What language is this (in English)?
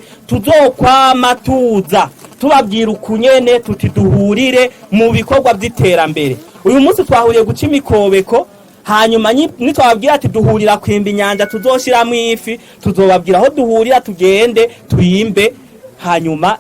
Rundi